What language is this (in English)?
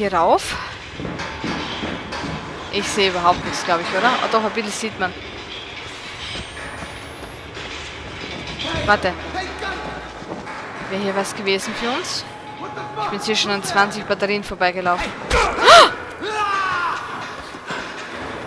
German